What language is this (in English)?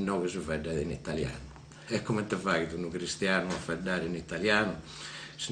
Sardinian